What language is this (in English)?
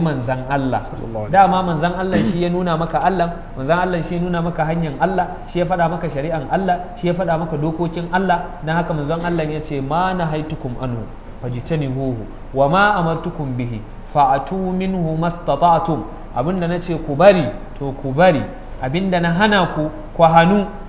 Hausa